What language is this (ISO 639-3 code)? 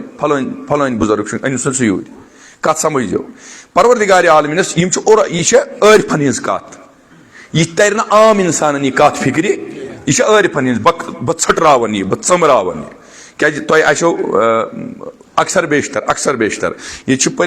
kas